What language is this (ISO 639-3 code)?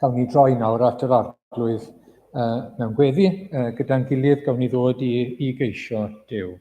cym